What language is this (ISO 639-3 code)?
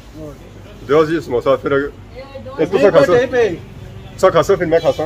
phr